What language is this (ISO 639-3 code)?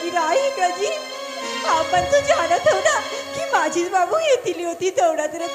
hne